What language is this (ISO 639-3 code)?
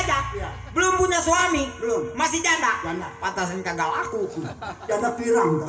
bew